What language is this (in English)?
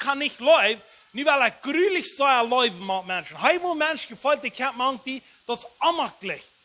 Plautdietsch